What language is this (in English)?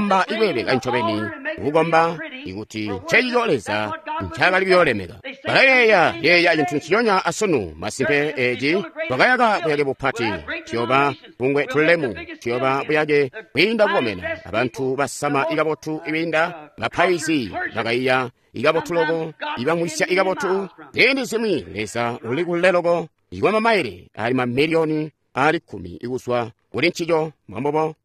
Tonga (Zambia)